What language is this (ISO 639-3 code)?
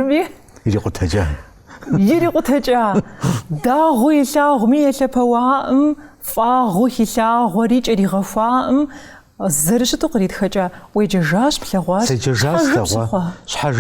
kbd